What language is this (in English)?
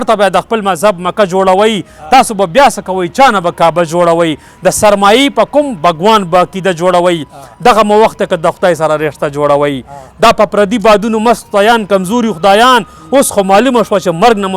Pashto